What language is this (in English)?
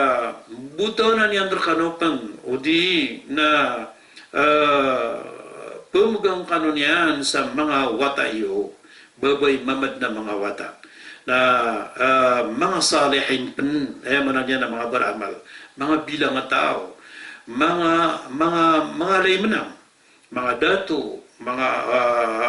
Maranao